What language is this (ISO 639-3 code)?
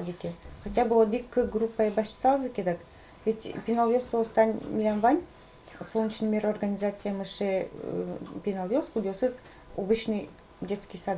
udm